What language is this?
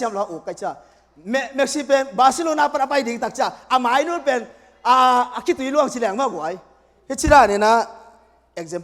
Tedim Chin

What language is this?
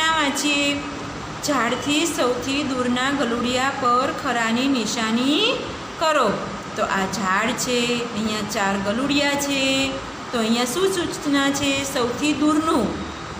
Gujarati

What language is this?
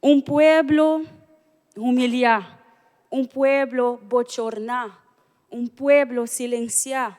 Papiamento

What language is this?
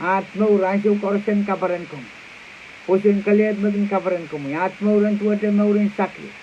Pohnpeian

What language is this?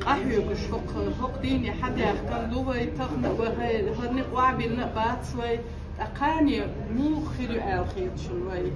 Chechen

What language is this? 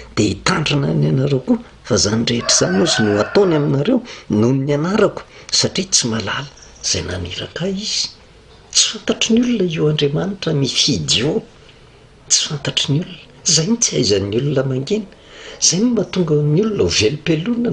Malagasy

